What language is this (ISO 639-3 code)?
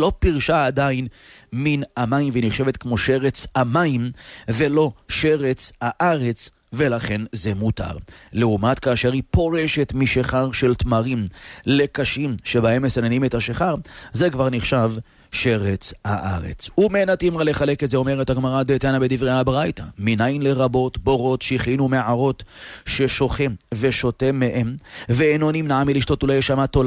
heb